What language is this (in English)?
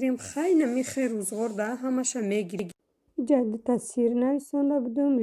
Tajik